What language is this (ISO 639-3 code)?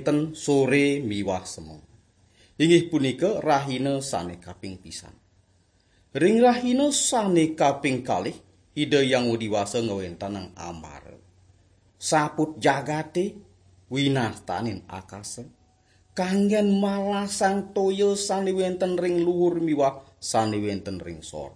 ban